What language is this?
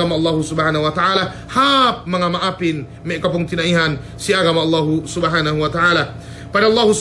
Yakan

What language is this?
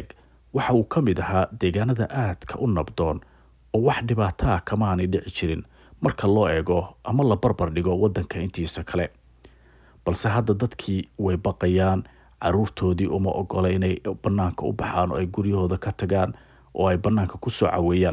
Somali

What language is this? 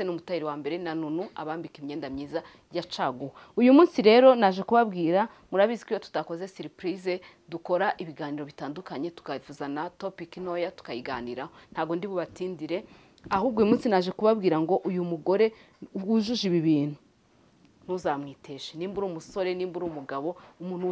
Kinyarwanda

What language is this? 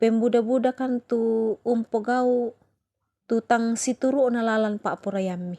Toraja-Sa'dan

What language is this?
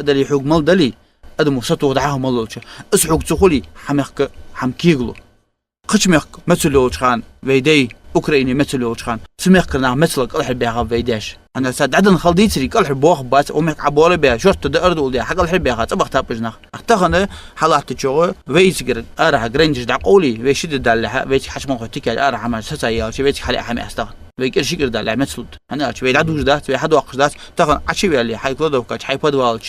Ingush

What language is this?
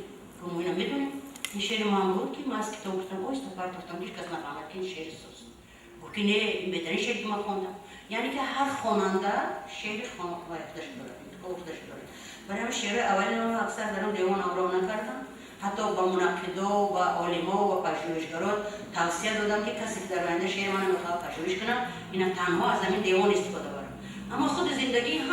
Tajik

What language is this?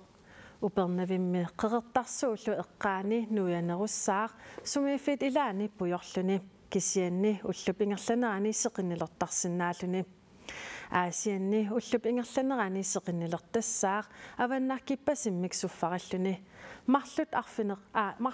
Kalaallisut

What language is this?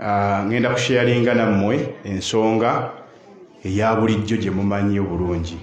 Ganda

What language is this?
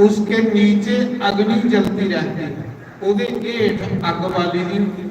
Dogri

